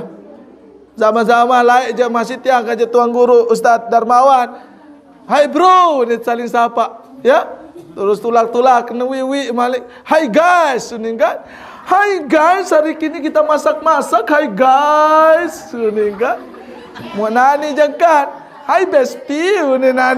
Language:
Sasak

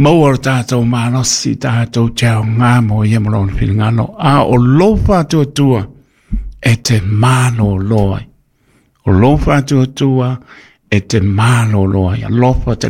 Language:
Samoan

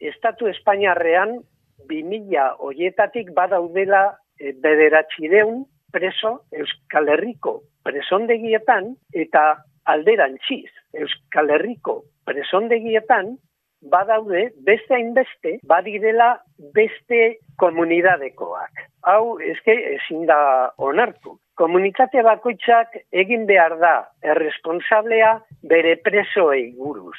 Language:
Basque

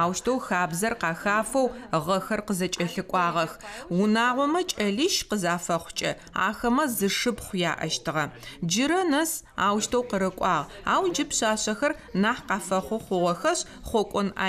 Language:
Adyghe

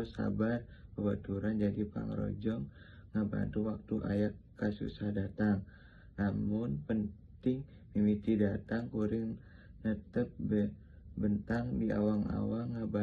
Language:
Sundanese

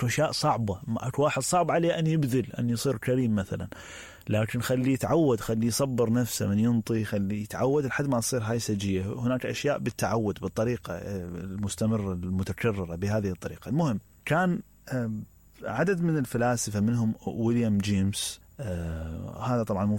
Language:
Mesopotamian Arabic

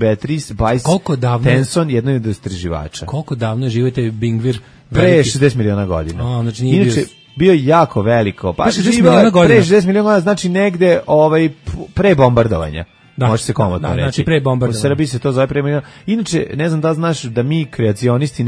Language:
Serbian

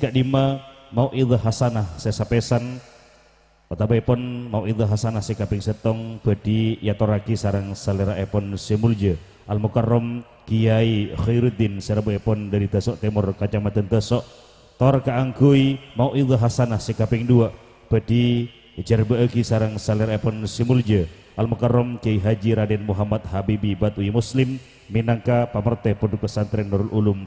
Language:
Madurese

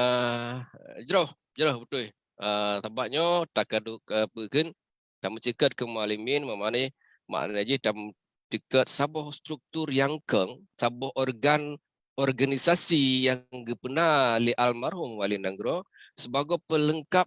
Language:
Achinese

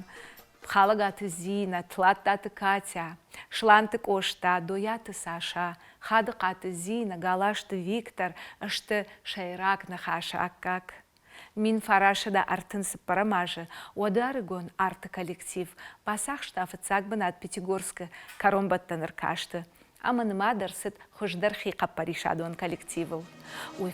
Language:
Ossetic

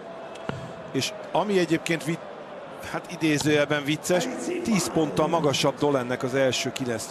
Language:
Hungarian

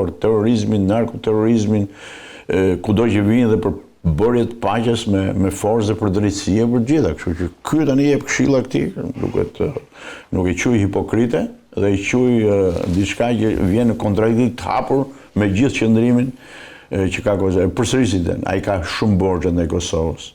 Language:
Albanian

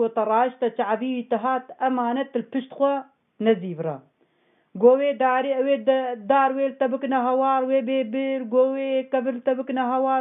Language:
Kurdish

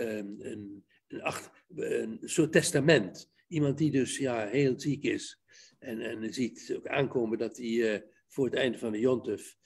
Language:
Dutch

